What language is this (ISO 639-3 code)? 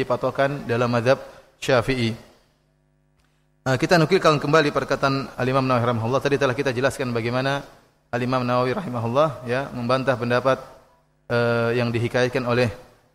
ind